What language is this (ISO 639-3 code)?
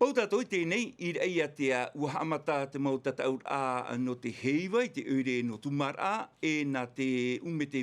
tah